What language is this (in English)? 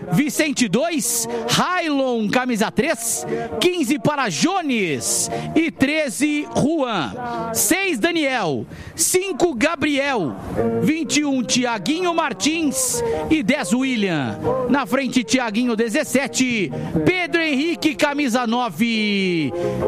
Portuguese